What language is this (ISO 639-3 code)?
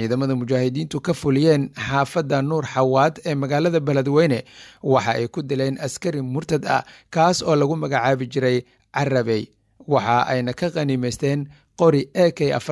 som